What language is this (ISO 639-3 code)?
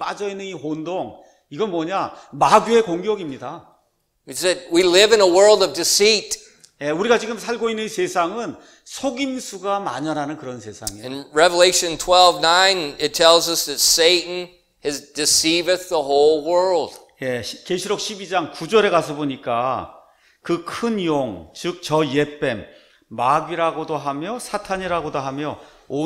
kor